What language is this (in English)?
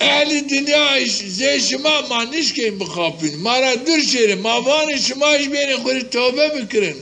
Zaza